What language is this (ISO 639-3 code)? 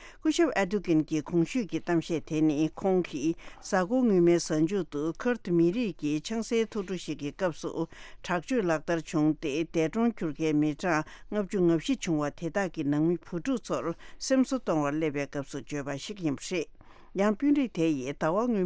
bod